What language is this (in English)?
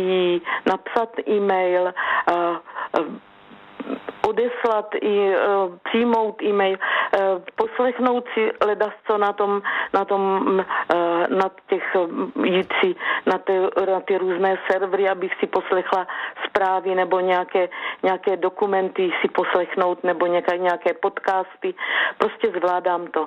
Czech